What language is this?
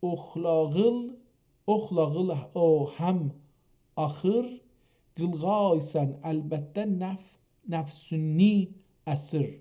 South Azerbaijani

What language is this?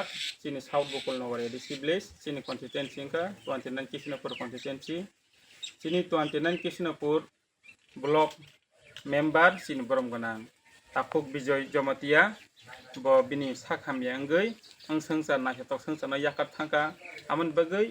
Kok Borok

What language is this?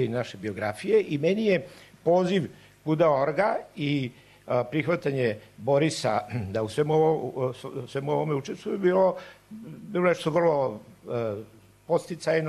Serbian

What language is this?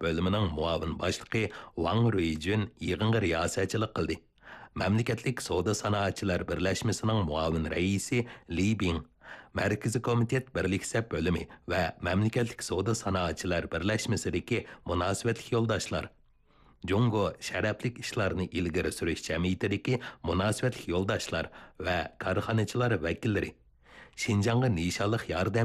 Uyghur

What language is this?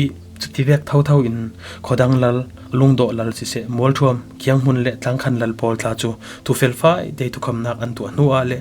Falam Chin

